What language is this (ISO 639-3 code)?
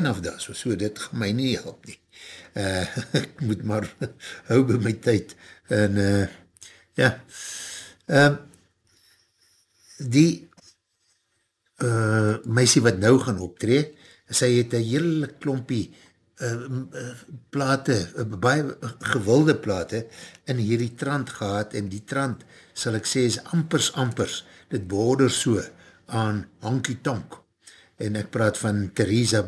afr